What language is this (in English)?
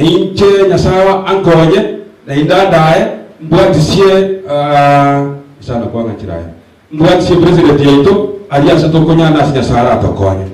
Gusii